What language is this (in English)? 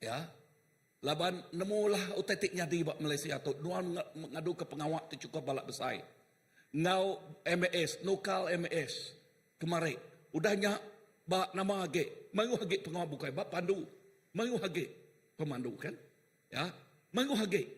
Iban